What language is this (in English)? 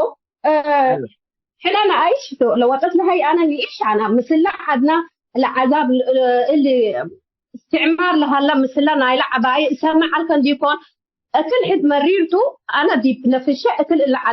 Tigre